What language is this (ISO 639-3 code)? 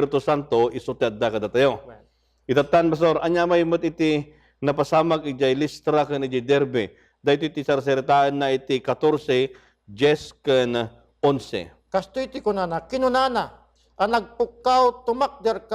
ilo